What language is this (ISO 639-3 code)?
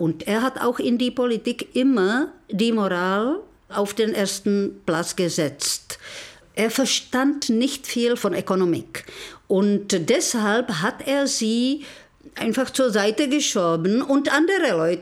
deu